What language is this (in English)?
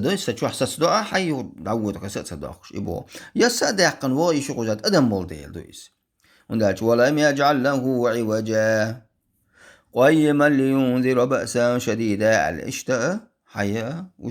Chechen